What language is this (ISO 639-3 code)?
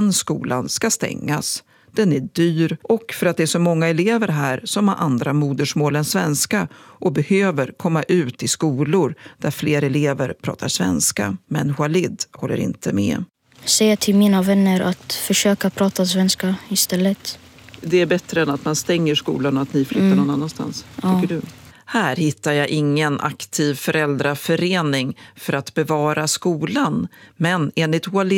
swe